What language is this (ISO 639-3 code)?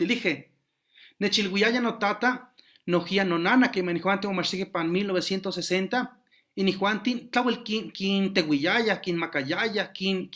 nhe